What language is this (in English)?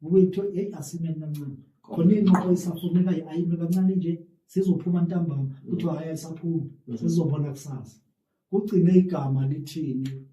Zulu